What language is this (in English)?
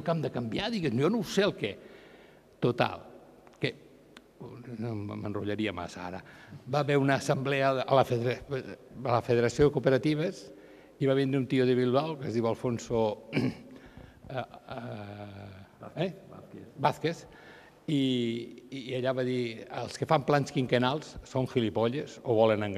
Catalan